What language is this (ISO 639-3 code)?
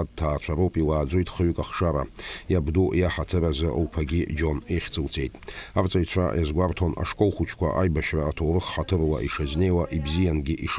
abk